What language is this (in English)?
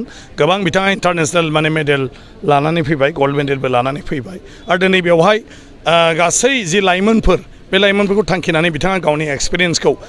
Bodo